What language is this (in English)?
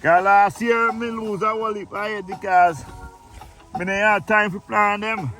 Jamaican Creole English